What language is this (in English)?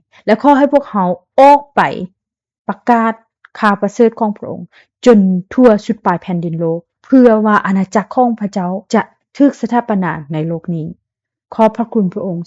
Lao